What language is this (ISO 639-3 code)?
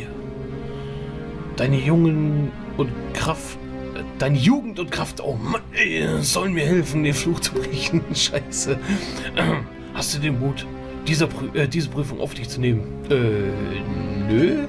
deu